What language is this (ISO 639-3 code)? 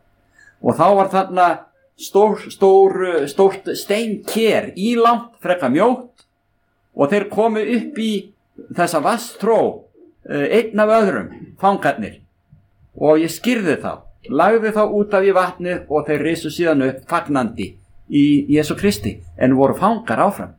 isl